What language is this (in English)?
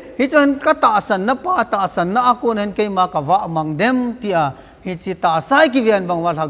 Thado Chin